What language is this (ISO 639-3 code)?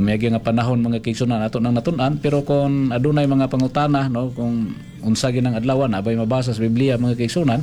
ceb